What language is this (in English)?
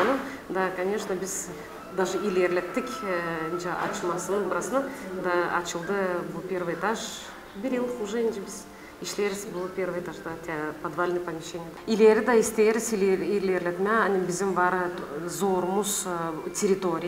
Gagauz